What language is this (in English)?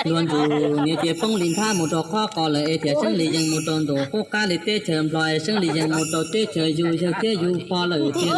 Hmong